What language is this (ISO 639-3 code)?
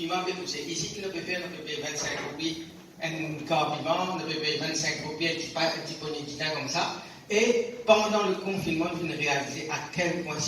mfe